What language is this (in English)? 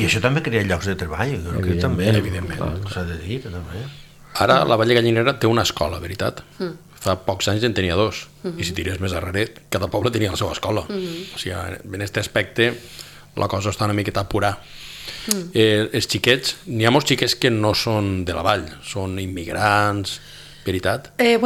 Catalan